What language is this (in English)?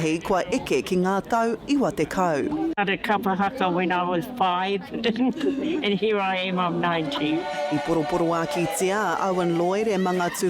Māori